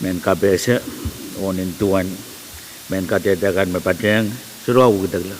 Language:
Pohnpeian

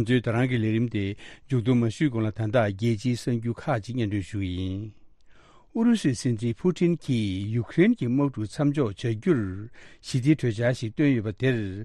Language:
Tibetan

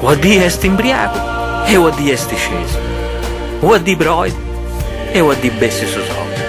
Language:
Sardinian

